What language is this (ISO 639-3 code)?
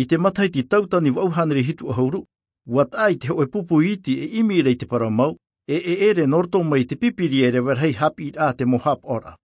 tah